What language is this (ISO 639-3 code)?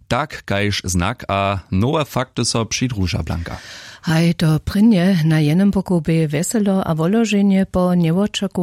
hsb